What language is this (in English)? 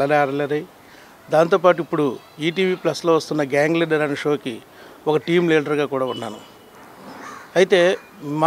Telugu